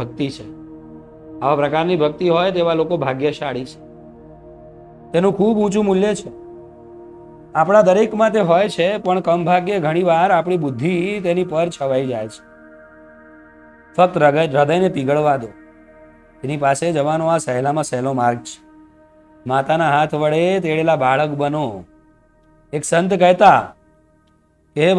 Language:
Gujarati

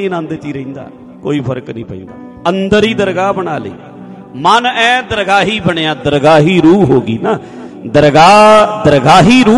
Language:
Punjabi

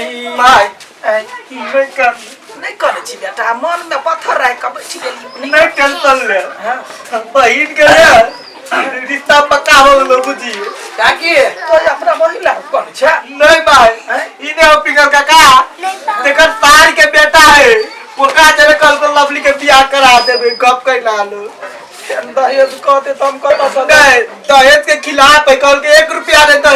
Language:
Maithili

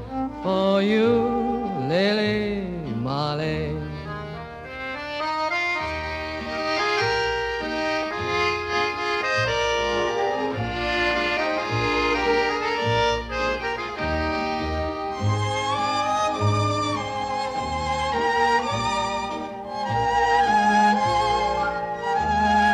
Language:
Danish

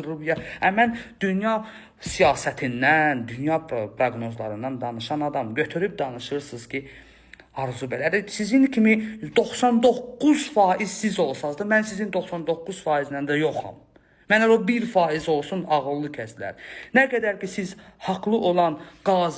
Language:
Azerbaijani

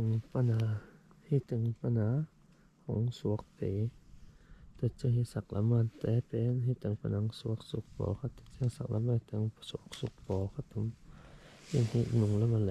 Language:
Tedim Chin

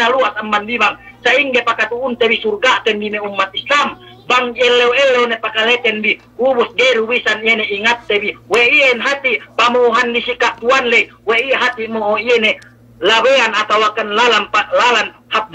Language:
Yakan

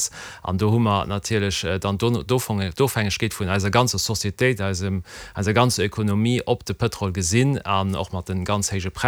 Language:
Luxembourgish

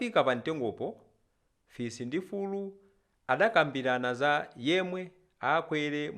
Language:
Nyanja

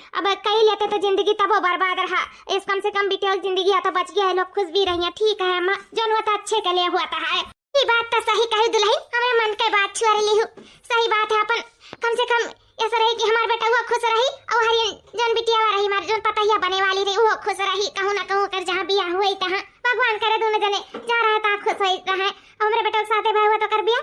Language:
Awadhi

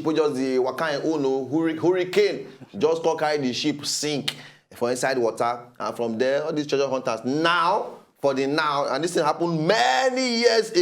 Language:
Nigerian Pidgin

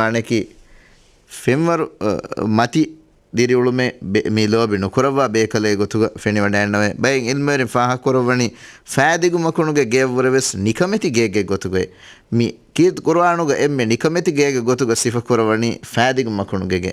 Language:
Divehi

